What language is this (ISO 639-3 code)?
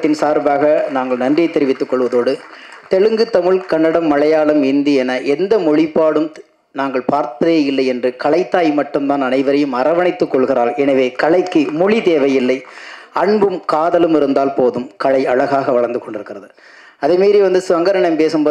tam